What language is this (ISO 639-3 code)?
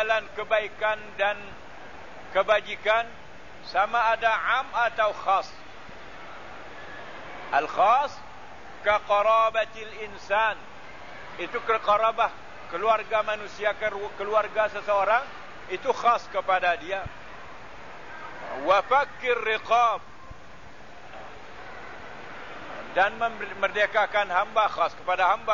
msa